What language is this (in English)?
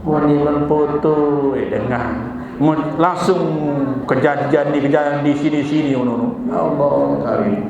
Sasak